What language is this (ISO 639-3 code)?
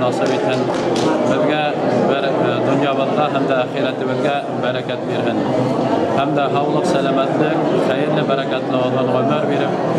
bak